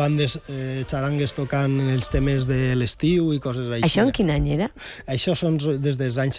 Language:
Catalan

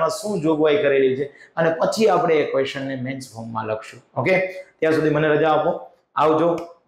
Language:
Gujarati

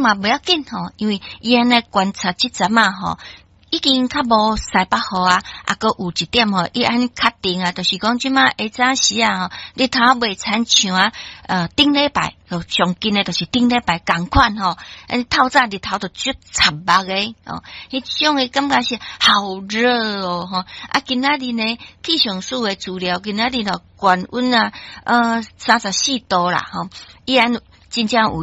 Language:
Min Nan Chinese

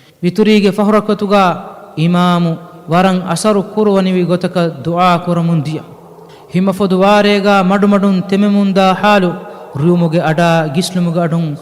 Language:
Divehi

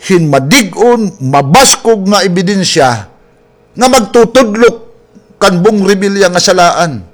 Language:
Waray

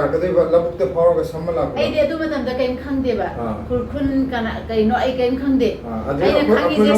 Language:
Manipuri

